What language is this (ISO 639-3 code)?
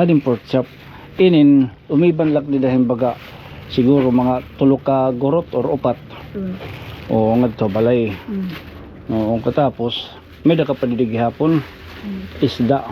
war